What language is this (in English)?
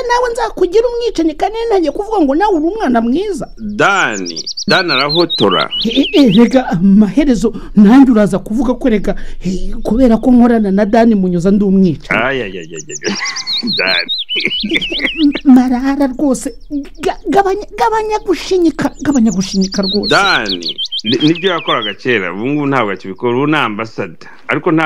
Kinyarwanda